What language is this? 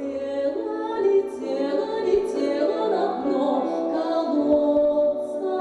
Erzya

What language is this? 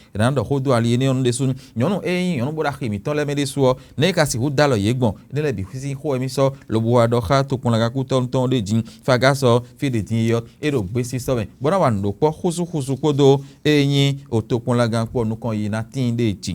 Fon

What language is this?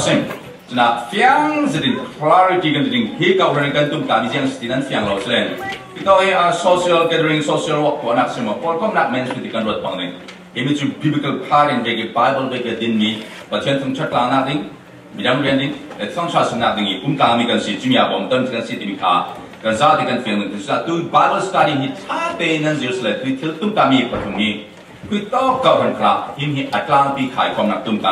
Falam Chin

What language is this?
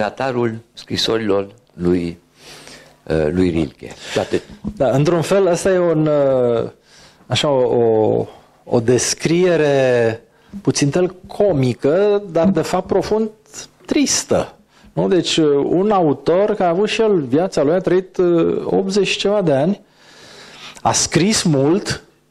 Romanian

